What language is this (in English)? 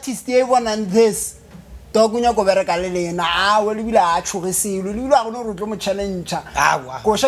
Northern Sotho